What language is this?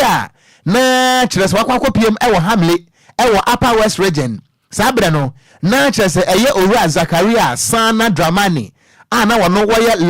Akan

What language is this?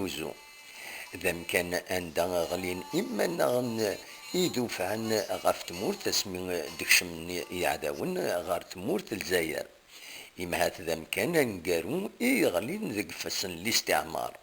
Kabyle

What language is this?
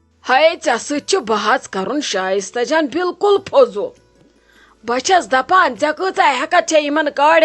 Kashmiri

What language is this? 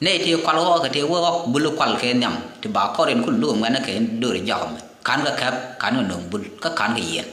Nuer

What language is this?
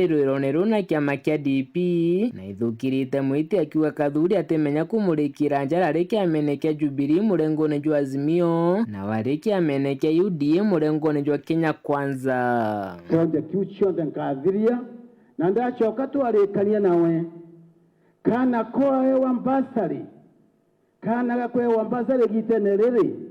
Meru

